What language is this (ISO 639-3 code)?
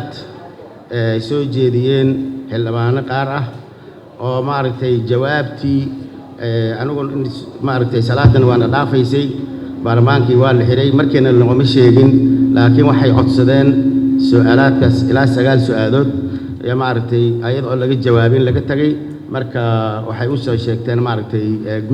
som